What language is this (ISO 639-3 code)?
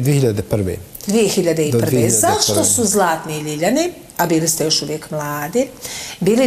bos